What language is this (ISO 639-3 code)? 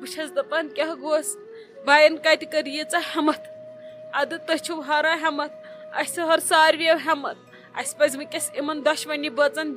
kas